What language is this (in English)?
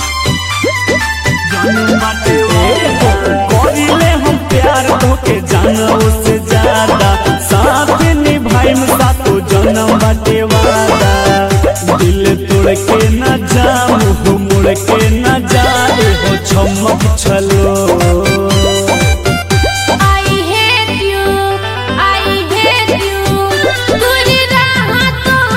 Bhojpuri